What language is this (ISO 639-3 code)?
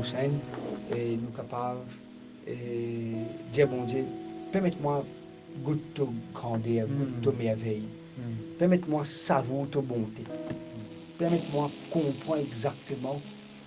mfe